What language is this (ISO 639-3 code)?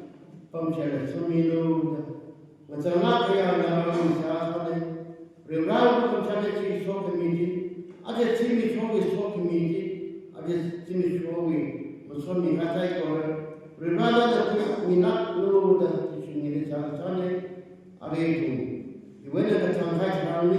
nmf